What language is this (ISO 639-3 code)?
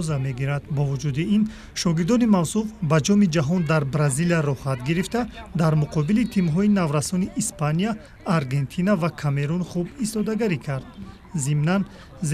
tgk